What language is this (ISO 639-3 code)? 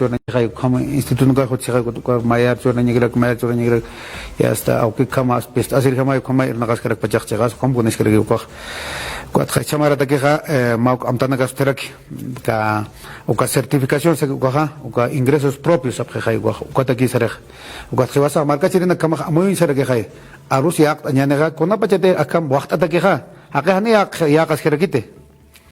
aym